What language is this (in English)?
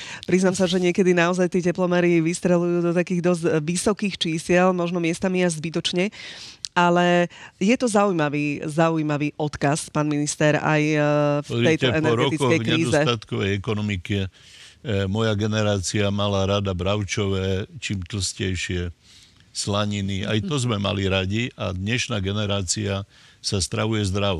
Slovak